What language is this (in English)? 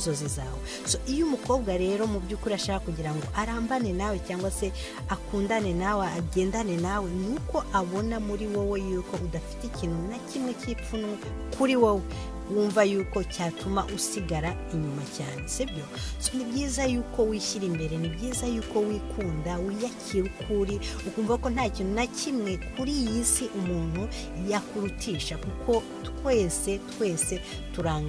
Kinyarwanda